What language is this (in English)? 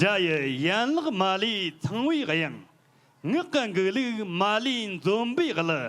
Tibetan